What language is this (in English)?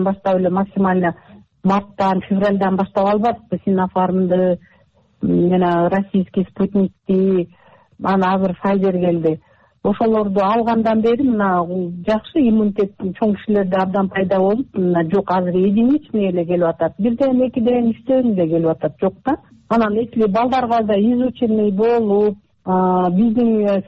Kyrgyz